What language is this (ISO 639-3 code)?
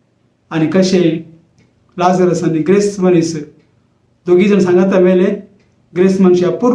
kok